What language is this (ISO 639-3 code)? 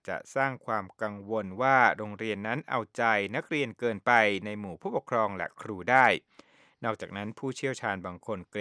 tha